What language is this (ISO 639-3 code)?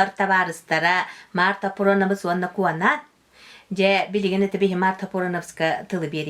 sah